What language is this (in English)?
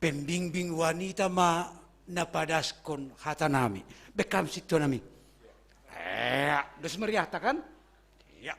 Batak Simalungun